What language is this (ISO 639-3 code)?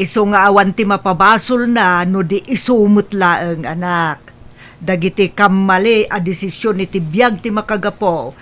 ilo